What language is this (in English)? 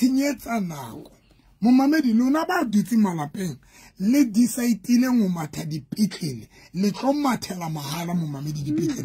Southern Sotho